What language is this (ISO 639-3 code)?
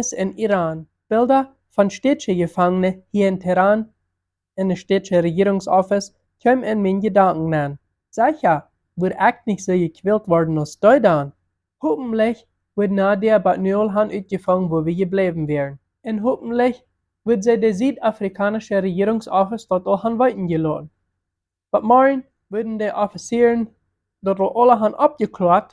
pdt